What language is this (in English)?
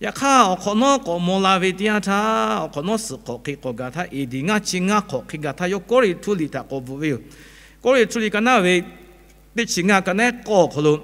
Lahu